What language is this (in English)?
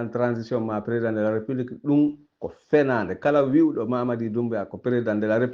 Fula